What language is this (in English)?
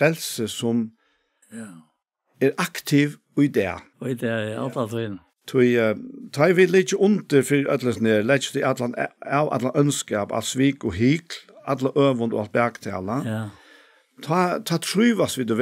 Faroese